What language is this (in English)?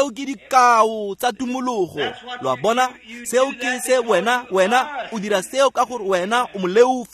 Tswana